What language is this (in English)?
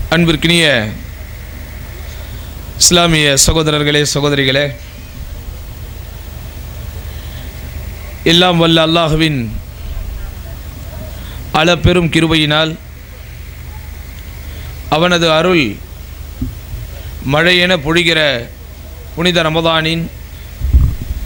Tamil